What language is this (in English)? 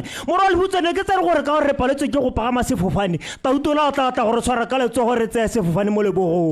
Tswana